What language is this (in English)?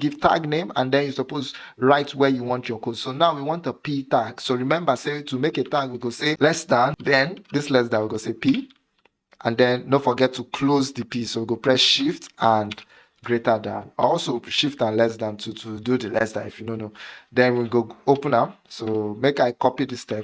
Nigerian Pidgin